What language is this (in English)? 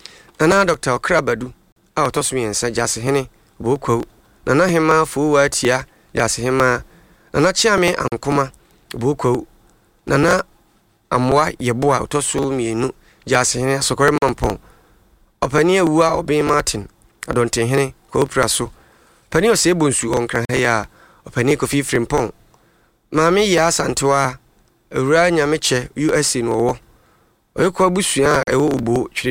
Akan